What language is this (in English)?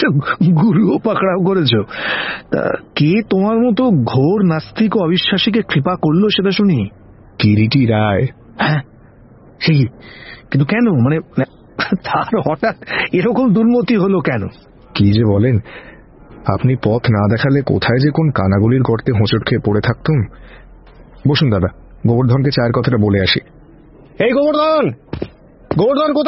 Bangla